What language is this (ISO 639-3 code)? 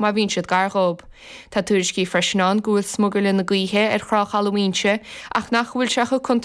gle